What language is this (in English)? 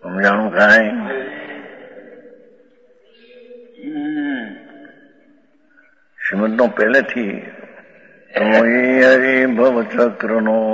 Gujarati